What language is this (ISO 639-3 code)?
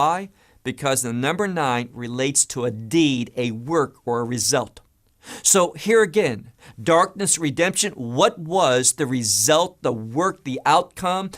eng